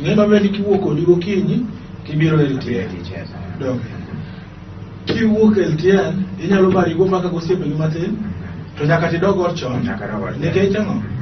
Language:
Luo (Kenya and Tanzania)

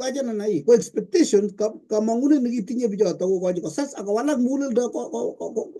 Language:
Kalenjin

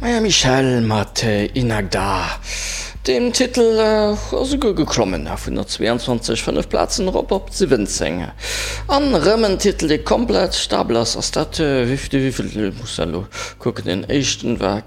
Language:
Luxembourgish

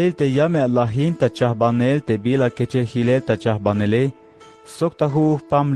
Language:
Tzeltal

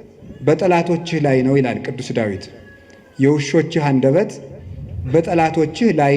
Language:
Amharic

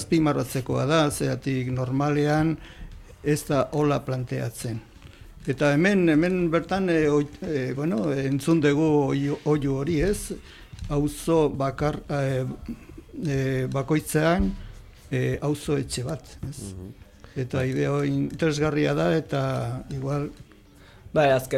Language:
Basque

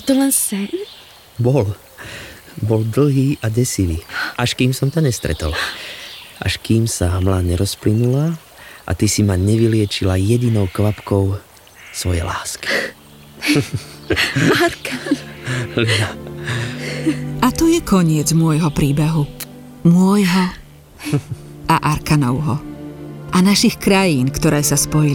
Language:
Slovak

